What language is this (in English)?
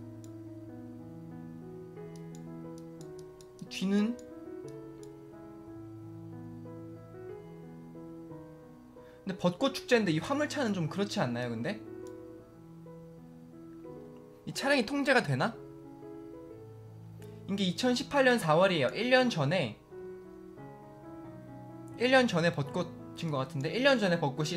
Korean